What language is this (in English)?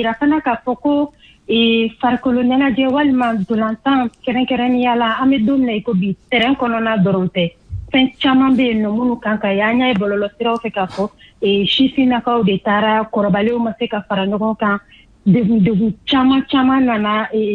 Bambara